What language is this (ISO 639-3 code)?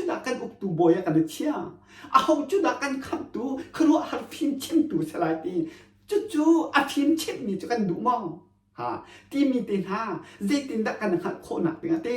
cnh